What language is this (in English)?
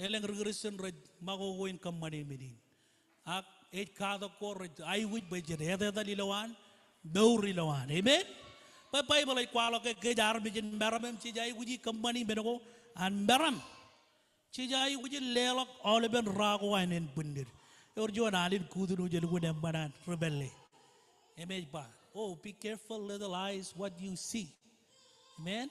Marshallese